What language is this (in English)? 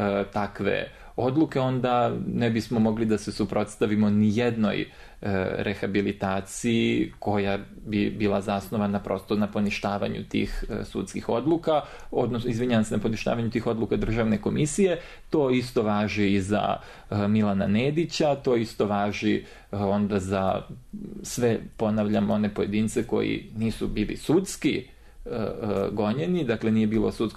Serbian